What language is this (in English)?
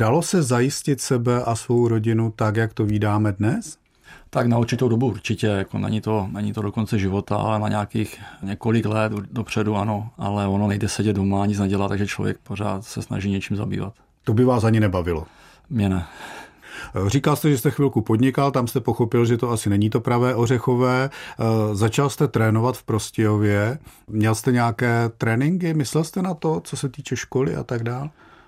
Czech